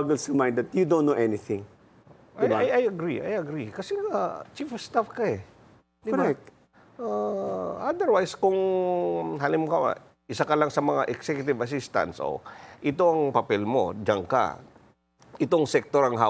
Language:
Filipino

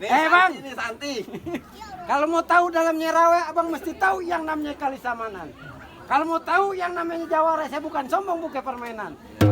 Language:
Betawi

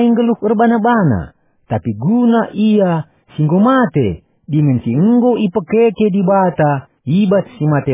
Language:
Batak Karo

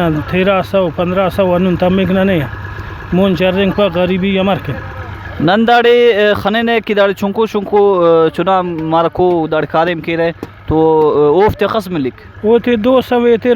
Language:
Brahui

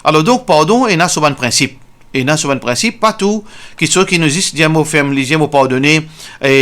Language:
Morisyen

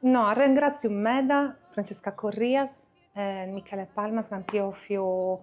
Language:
Sardinian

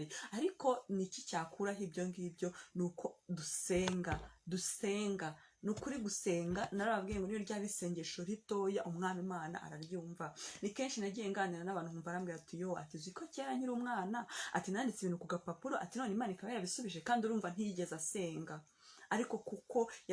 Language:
Kinyarwanda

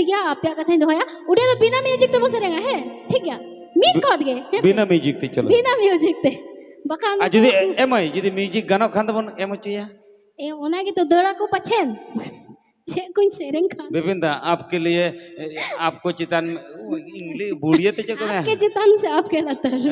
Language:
Santali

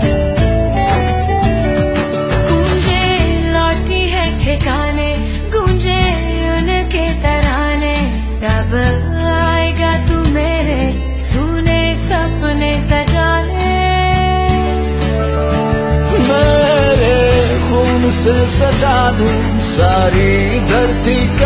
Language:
Hindi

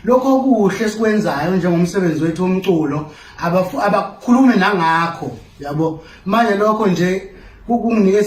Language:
Zulu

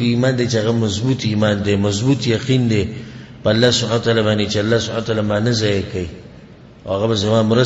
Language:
Pashto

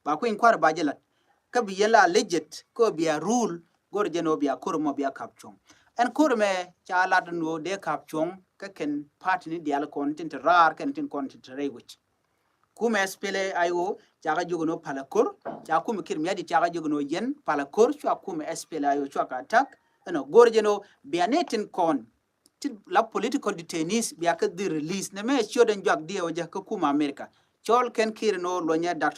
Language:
Nuer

